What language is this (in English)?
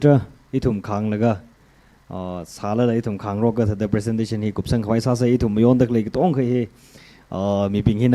Tangkhul Naga (India)